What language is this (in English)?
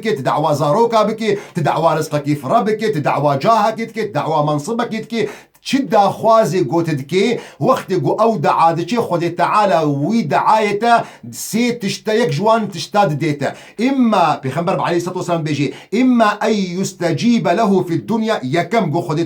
Kurdish